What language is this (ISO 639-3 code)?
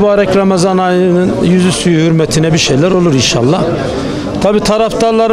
tur